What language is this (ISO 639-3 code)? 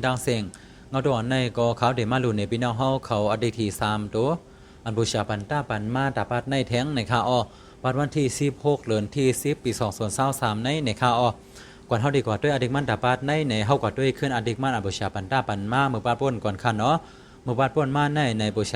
shn